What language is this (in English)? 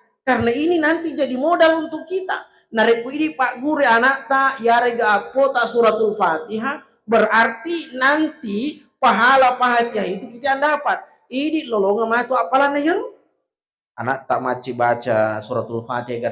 Buginese